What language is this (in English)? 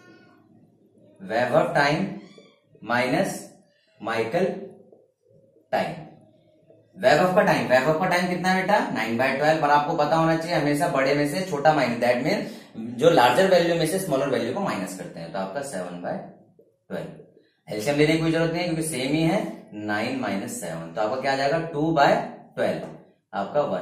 Hindi